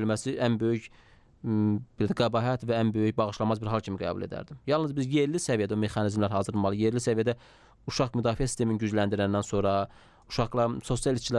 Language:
Azerbaijani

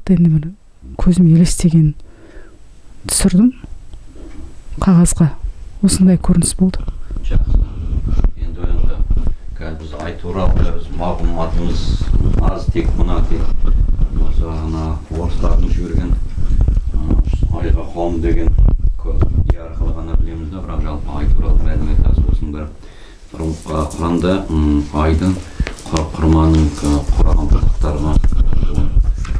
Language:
Kazakh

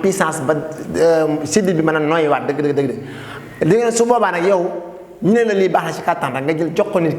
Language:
Wolof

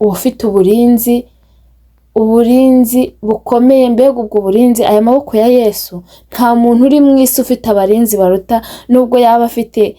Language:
Kinyarwanda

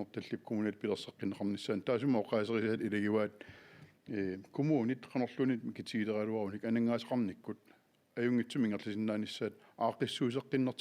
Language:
Kalaallisut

